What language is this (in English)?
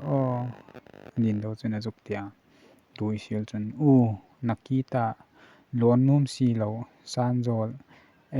Hmar